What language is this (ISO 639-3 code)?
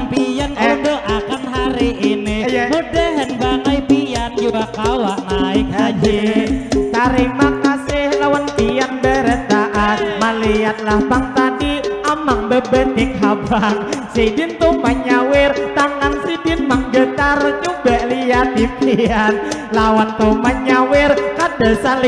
bjn